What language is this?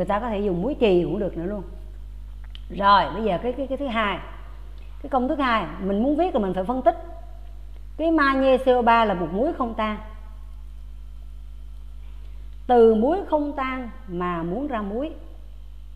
Vietnamese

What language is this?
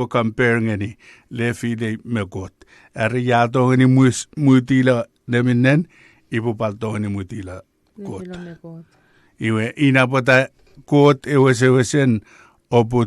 Chuukese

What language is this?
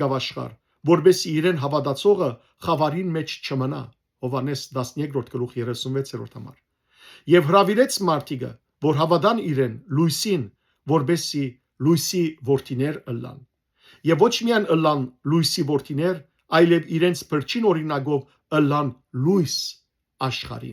Western Armenian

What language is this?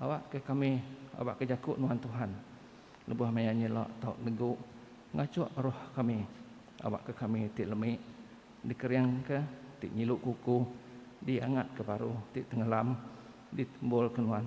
Iban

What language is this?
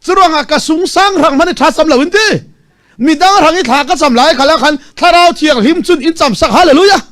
Falam Chin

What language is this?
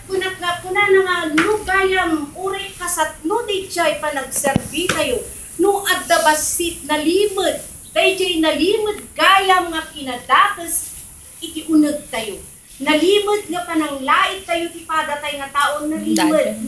Iloko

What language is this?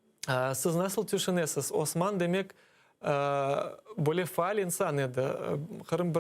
Crimean Tatar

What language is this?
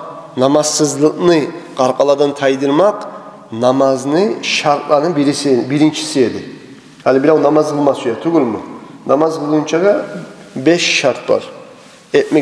Kumyk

